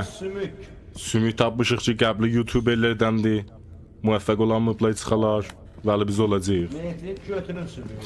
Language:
South Azerbaijani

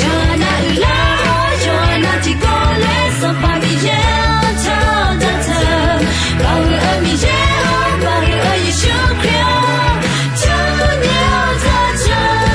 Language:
Akha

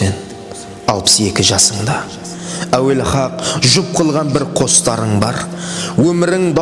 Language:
Kara-Kalpak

